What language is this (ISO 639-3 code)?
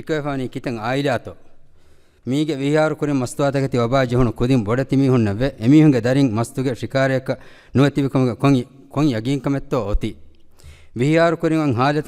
div